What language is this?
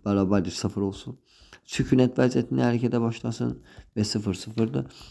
Azerbaijani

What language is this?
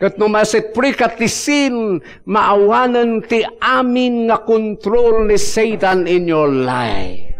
Iloko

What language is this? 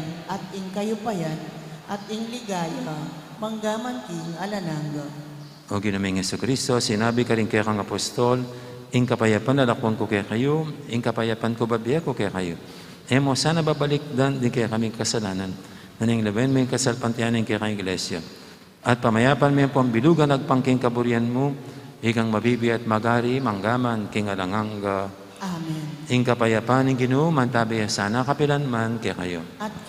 Pampanga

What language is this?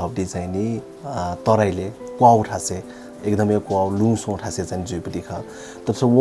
Newari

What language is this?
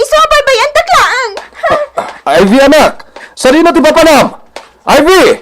Iloko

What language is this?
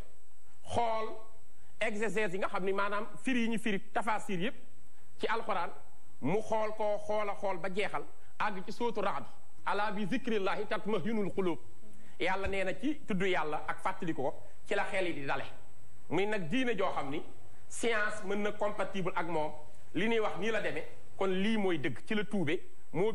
Wolof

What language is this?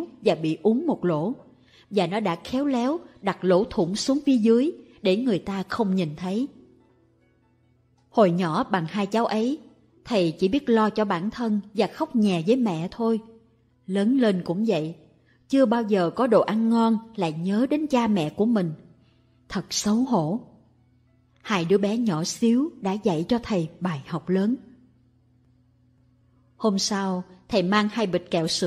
Vietnamese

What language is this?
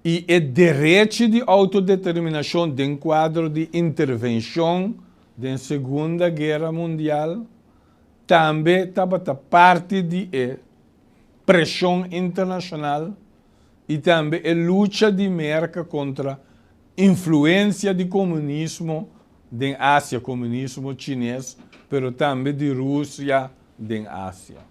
Papiamento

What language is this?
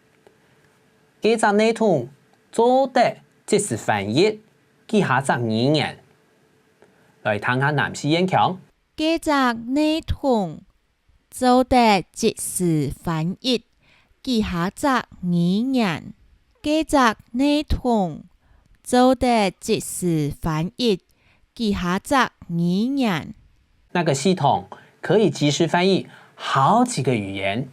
Hakka Chinese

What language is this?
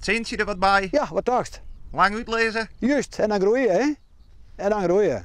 Western Frisian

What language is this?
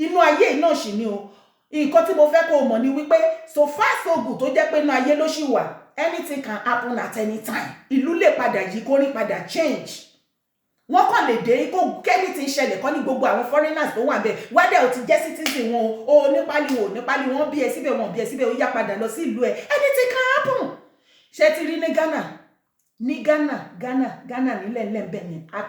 Yoruba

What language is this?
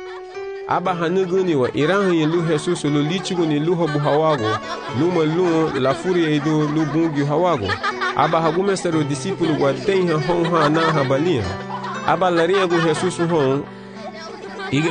Garifuna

